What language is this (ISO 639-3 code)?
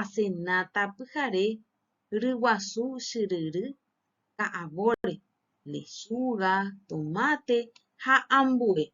grn